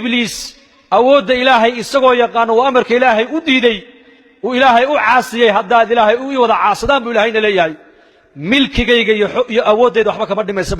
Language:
Somali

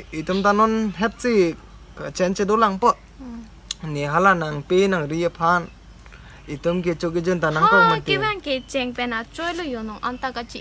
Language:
Karbi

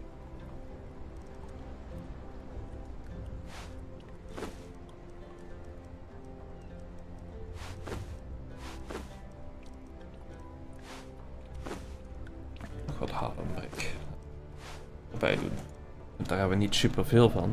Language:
Dutch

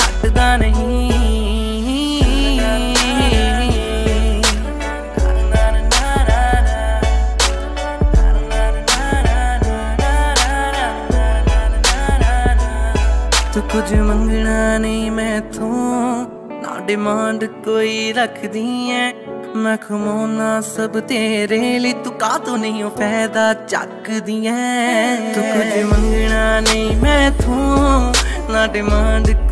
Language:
Punjabi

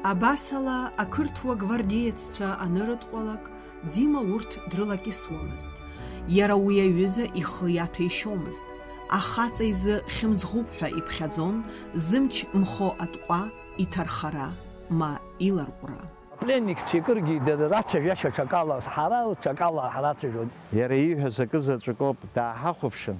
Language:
Abkhazian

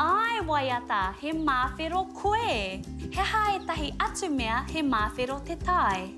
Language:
Māori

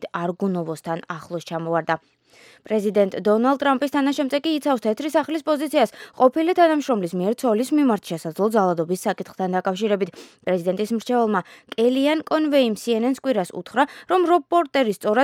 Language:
Georgian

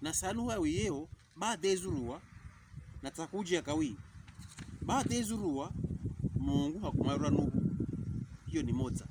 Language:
Pokomo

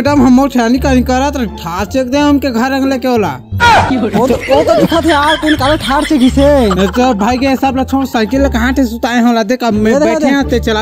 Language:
Chhattisgarhi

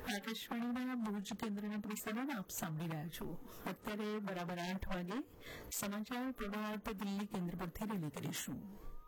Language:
Gujarati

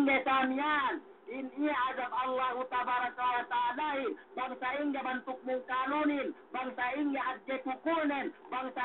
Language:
Yakan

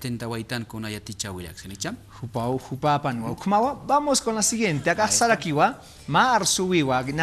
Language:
Aymara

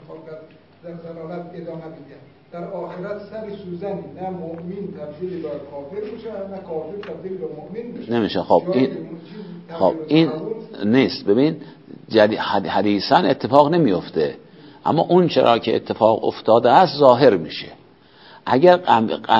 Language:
Persian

